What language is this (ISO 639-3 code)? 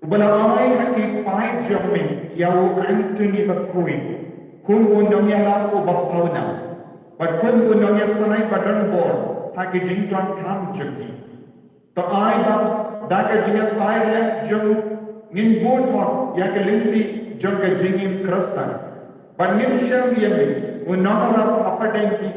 kha